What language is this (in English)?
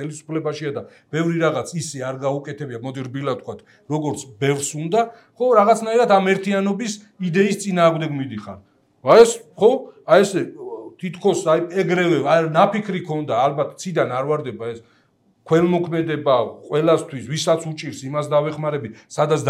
Georgian